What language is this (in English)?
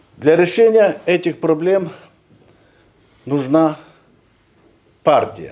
Romanian